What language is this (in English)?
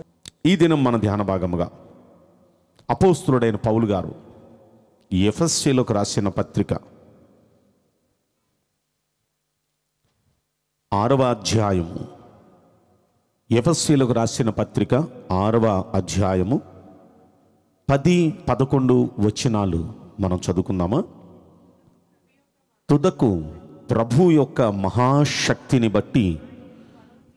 Telugu